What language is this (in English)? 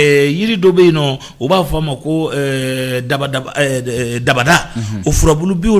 Bambara